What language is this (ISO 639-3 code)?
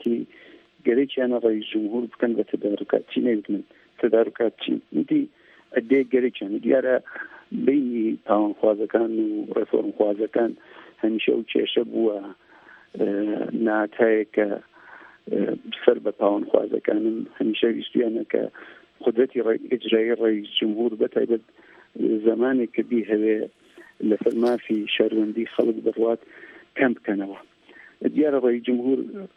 ckb